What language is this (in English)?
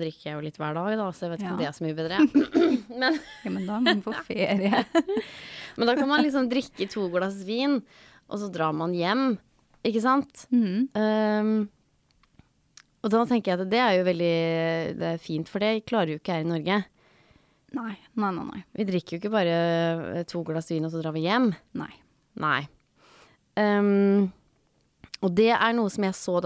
Norwegian